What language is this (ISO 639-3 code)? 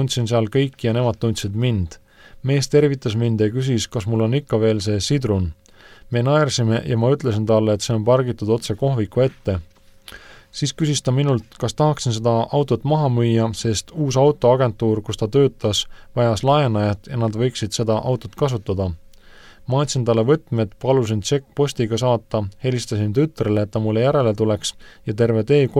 est